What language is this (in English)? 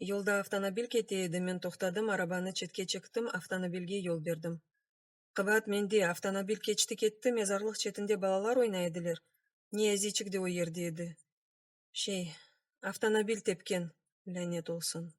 Crimean Tatar